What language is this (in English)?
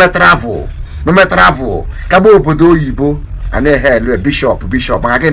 Igbo